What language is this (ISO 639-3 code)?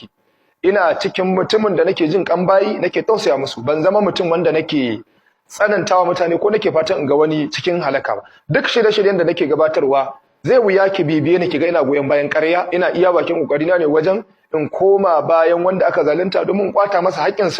hau